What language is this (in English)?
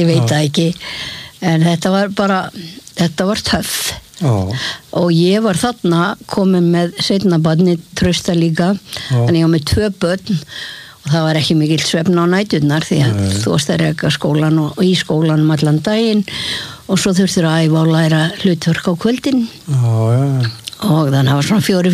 Icelandic